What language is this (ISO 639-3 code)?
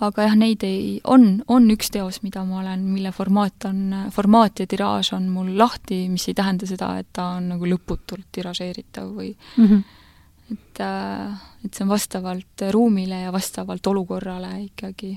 est